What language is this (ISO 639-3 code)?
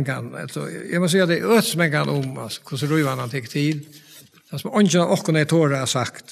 fao